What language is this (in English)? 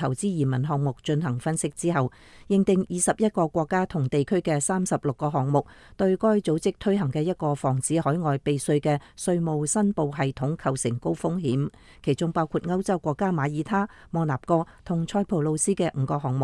Cantonese